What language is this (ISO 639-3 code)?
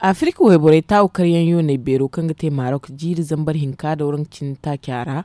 dje